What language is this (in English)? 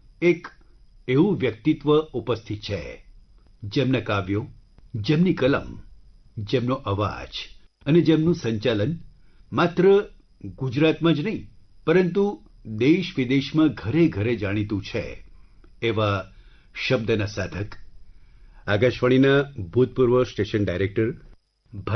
Gujarati